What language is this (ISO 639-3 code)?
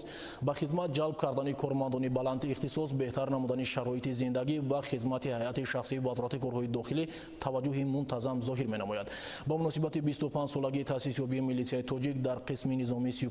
tgk